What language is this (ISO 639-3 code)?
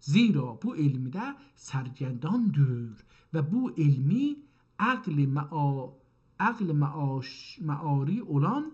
azb